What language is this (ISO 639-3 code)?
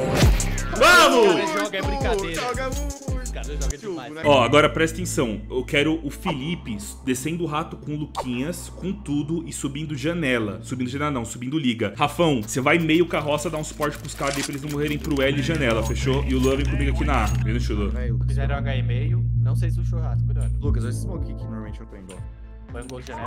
por